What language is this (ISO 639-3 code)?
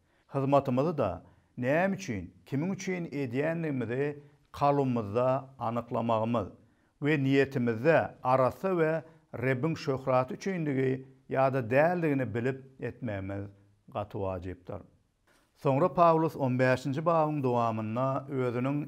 tuk